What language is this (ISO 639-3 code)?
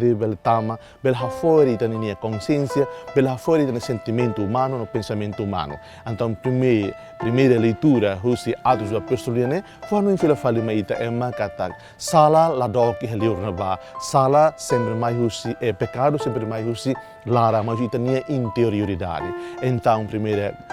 tet